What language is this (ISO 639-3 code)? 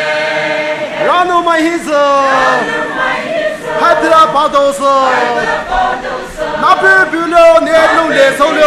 pmx